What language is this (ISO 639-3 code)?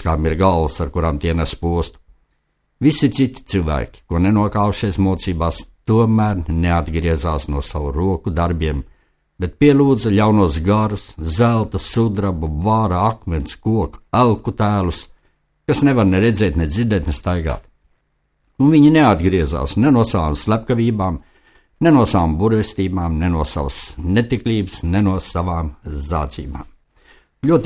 lav